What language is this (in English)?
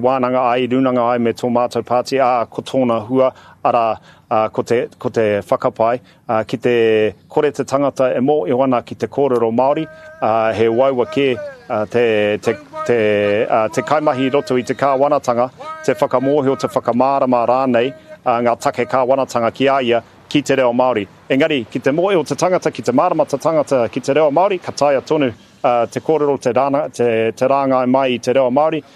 Māori